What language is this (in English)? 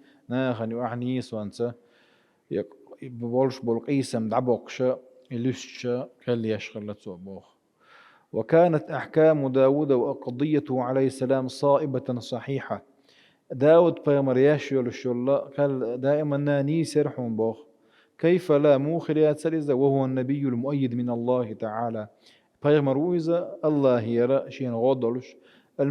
Chechen